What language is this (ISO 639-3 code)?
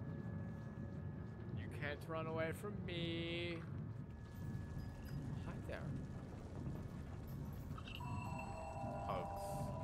eng